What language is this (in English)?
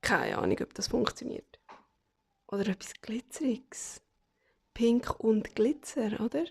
Swiss German